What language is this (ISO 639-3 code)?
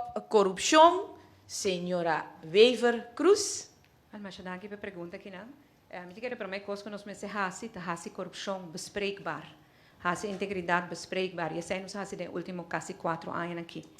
pap